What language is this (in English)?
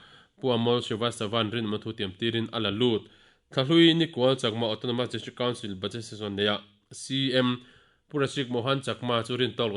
Mizo